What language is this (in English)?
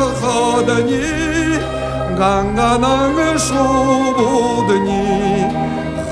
Buriat